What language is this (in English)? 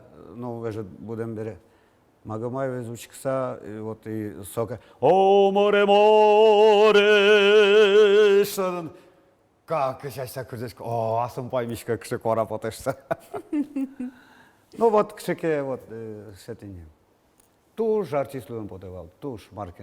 Udmurt